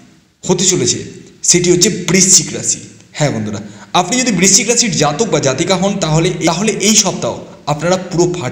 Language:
Bangla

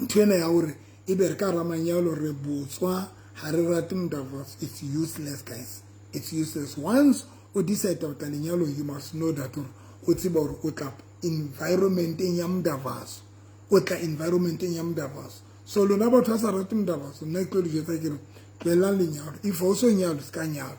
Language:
Southern Sotho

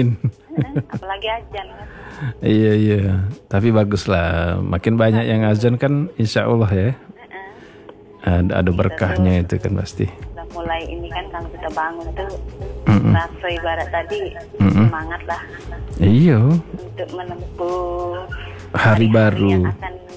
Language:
Indonesian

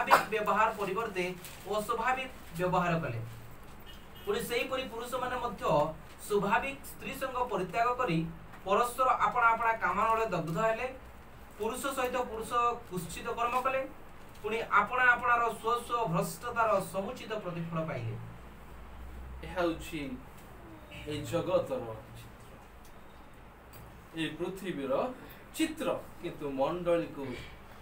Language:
Odia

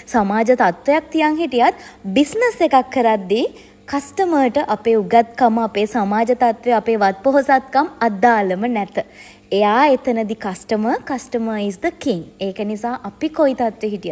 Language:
Sinhala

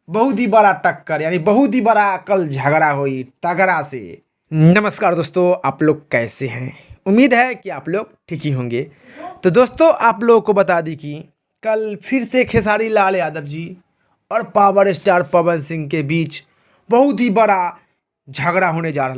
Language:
Bhojpuri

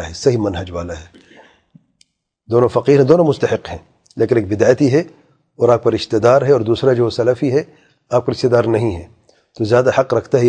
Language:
Urdu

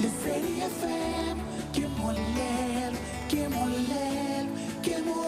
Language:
Southern Sotho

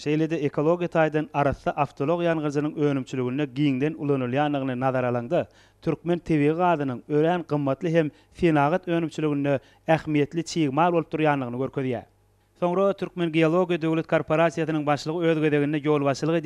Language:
Turkmen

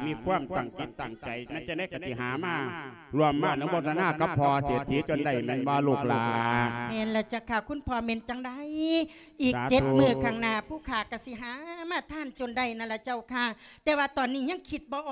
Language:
Lao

